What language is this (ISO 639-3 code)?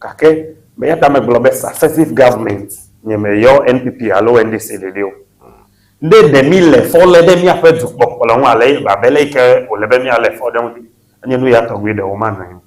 ewe